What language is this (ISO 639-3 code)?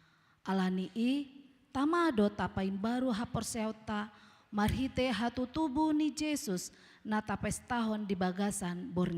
bbc